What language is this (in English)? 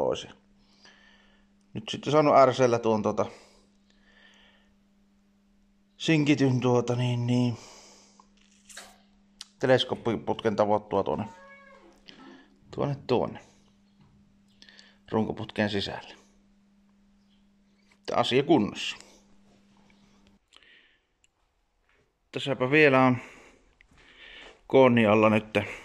Finnish